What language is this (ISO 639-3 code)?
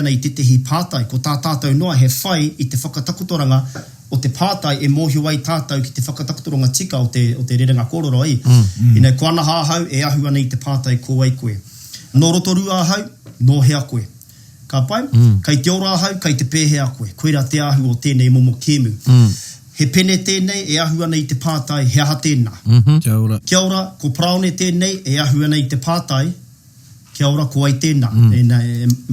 mri